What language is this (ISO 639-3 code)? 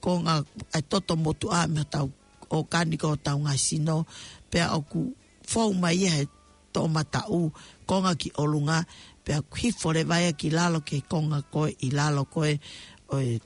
ton